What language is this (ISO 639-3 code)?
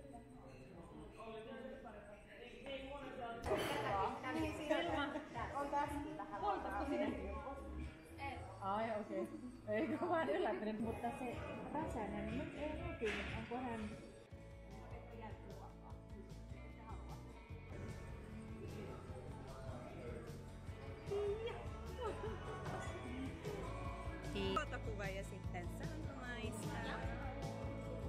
fin